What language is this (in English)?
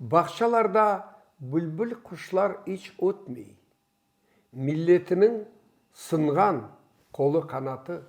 Crimean Tatar